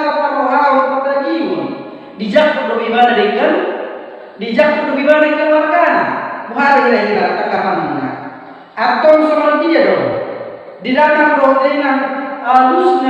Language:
Batak Toba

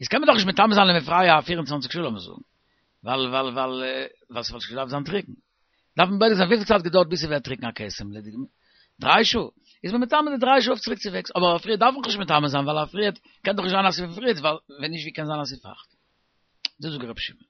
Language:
Yiddish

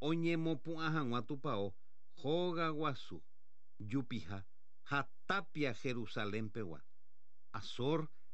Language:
Guarani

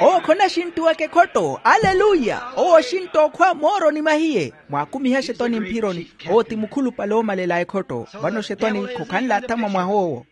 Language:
Makhuwa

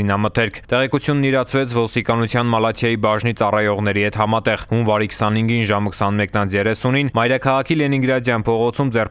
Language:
Armenian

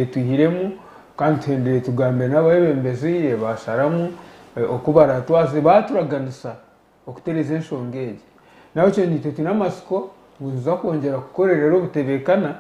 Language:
Nyankole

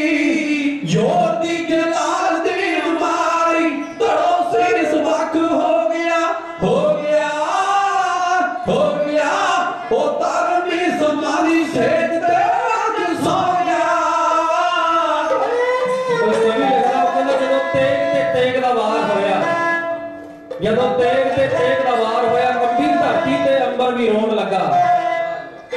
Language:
Punjabi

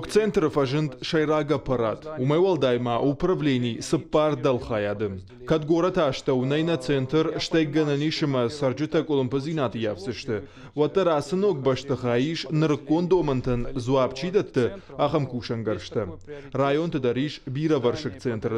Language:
Ossetic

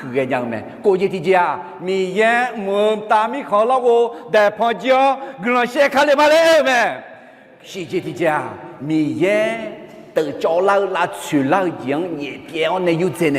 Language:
Akha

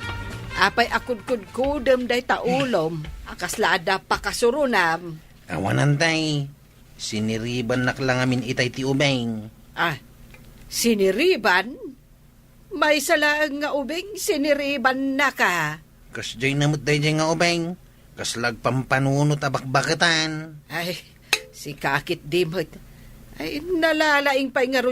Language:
Iloko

